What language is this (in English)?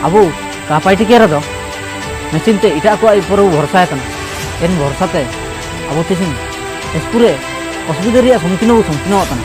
Ho